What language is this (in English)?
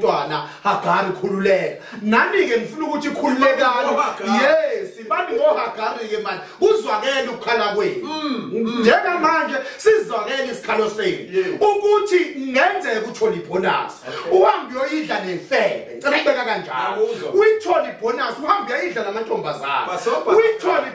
Zulu